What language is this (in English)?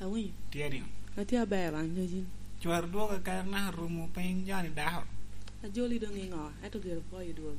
Lango (Uganda)